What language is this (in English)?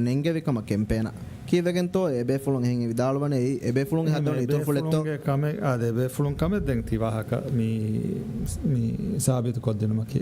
Divehi